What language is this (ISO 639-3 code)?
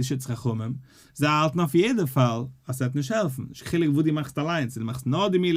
yid